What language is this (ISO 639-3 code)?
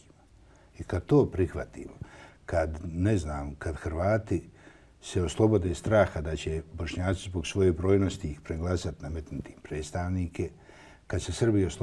bos